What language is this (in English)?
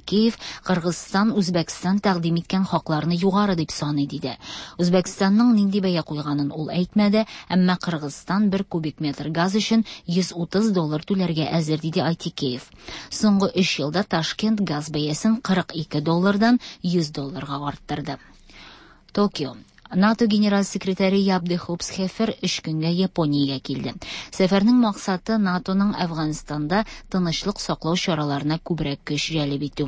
Tatar